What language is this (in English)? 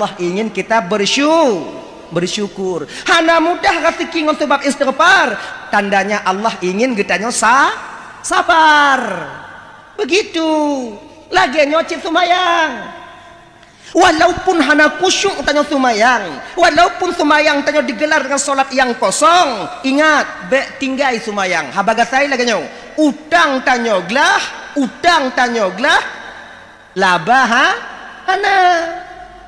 Achinese